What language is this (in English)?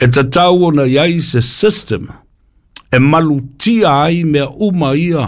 Samoan